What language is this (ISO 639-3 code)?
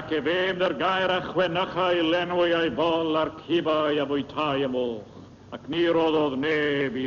cym